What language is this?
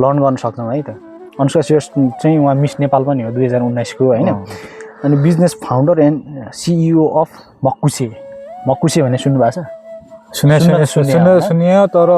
Nepali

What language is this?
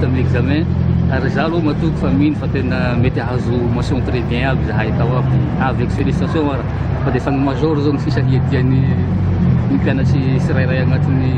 Malagasy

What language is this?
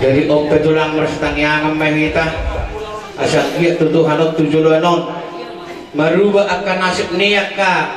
Batak Toba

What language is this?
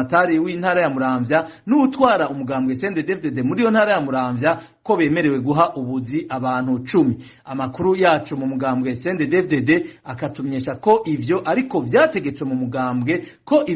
Rundi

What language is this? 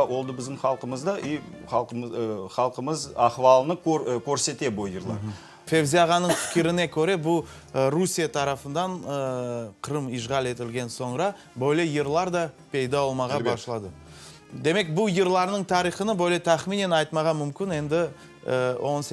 Crimean Tatar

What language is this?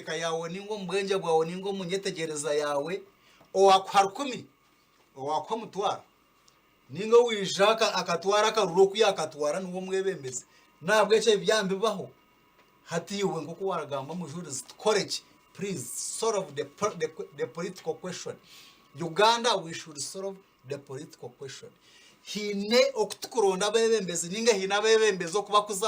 Nyankole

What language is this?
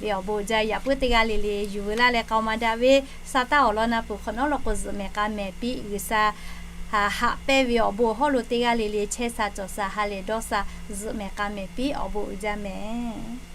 Lahu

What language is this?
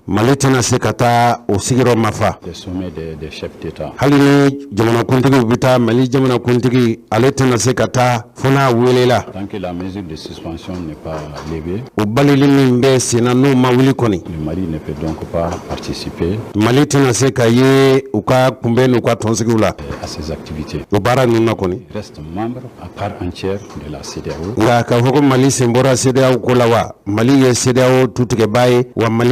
Bambara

